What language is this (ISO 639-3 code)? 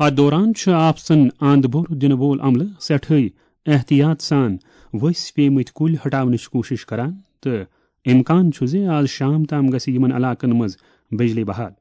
kas